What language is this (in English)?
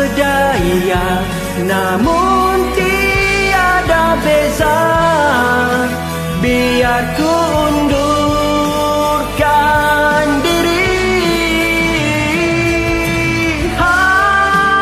Malay